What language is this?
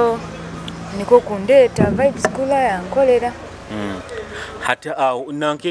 Nyoro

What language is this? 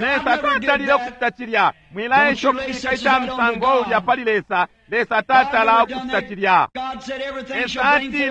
Bemba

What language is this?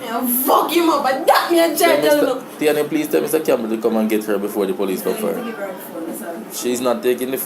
Jamaican Creole English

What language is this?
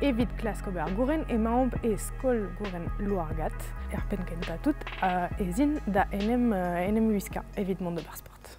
Breton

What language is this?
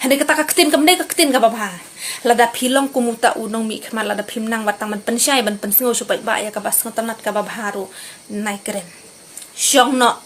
Khasi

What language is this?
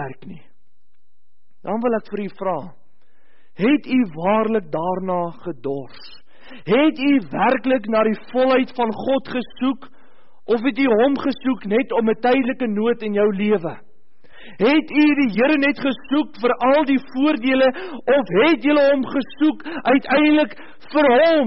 Afrikaans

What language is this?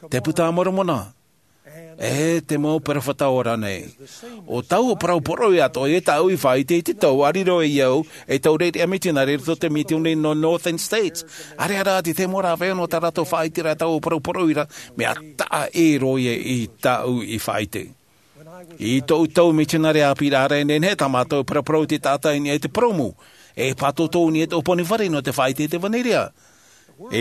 Tahitian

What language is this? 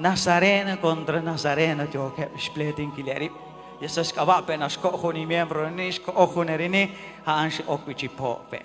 Kekchí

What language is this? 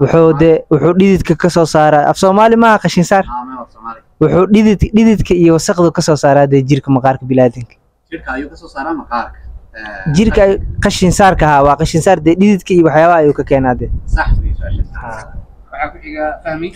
Somali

